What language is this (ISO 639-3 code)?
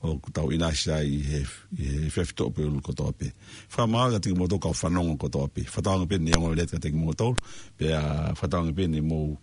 ton